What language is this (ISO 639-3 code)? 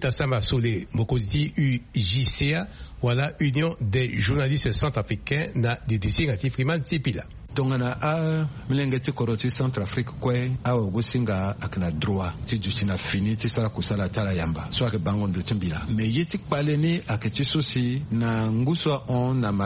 sag